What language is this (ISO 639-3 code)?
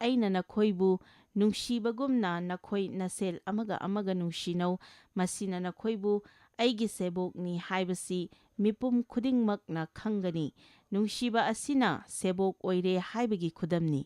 mni